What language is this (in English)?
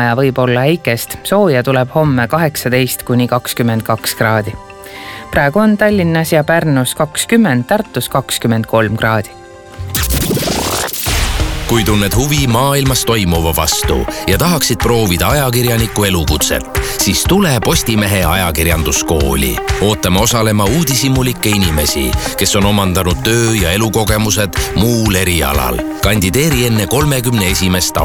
Estonian